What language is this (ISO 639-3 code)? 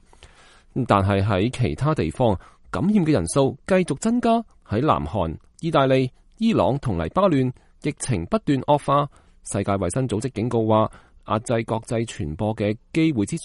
yue